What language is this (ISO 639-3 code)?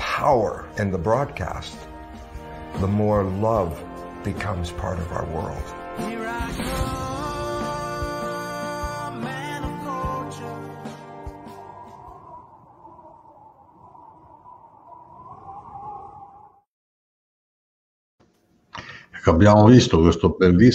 ita